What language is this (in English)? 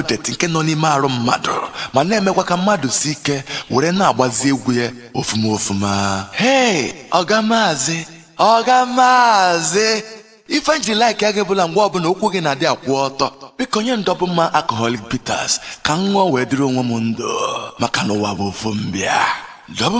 Igbo